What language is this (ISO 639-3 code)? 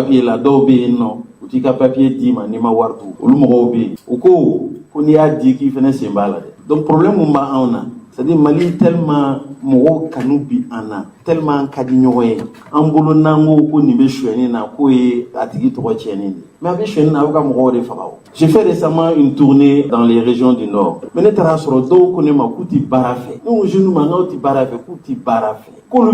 bam